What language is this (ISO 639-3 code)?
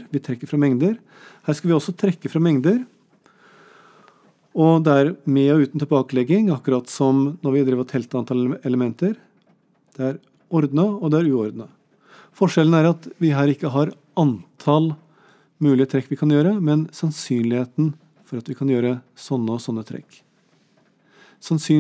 nor